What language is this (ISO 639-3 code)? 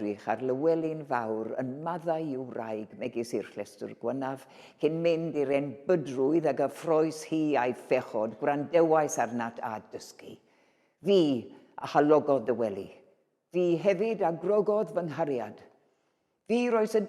cym